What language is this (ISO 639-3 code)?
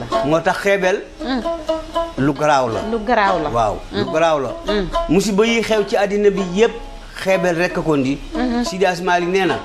wol